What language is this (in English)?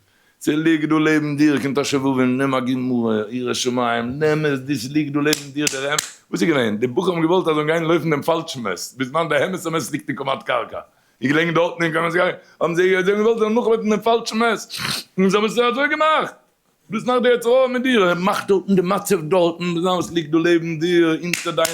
Yiddish